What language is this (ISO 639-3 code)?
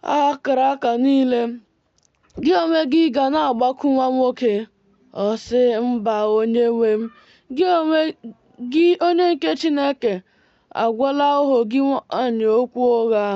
ibo